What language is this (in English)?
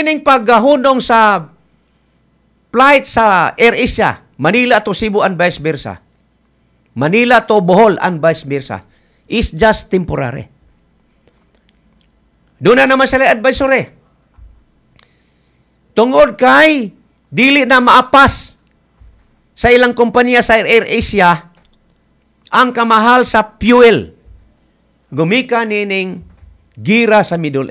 Cebuano